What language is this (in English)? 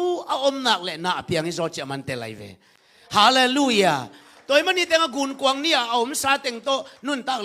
Tedim Chin